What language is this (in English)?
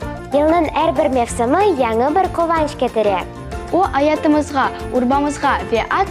Crimean Tatar